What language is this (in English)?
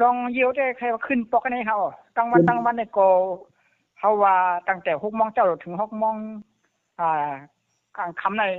Shan